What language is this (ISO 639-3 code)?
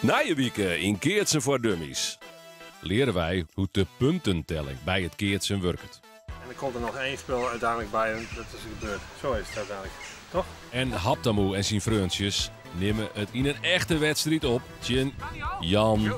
fry